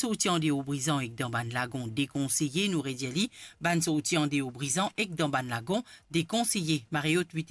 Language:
Morisyen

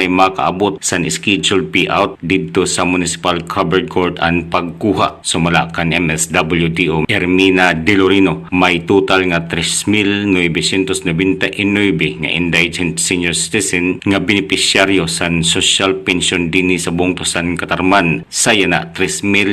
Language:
Waray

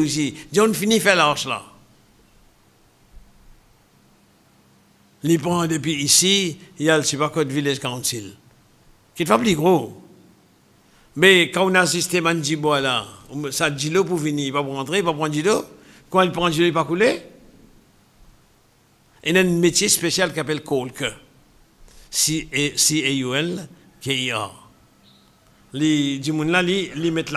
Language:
French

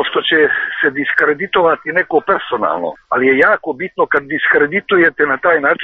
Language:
Serbian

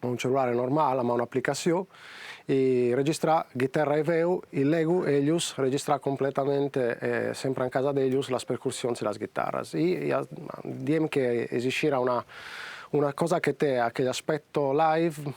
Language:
Sardinian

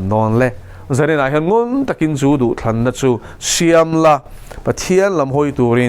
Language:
Mizo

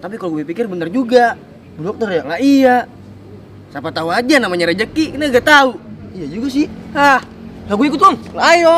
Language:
Betawi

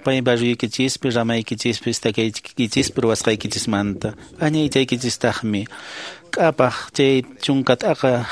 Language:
Quechua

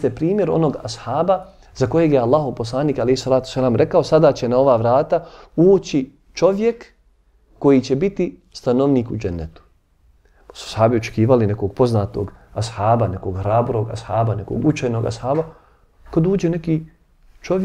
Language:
Bosnian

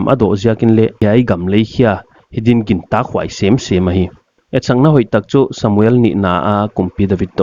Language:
Paite Chin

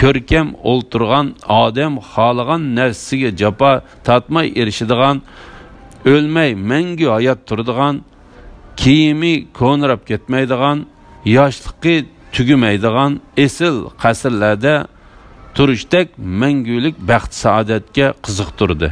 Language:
Uyghur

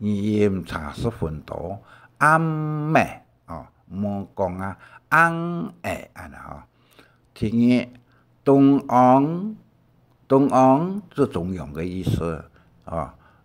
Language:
Hakka Chinese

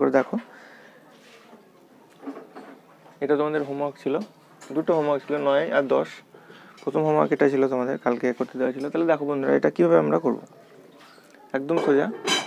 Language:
Bangla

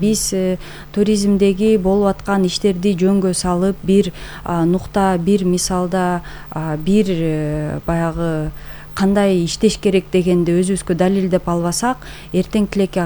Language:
Kyrgyz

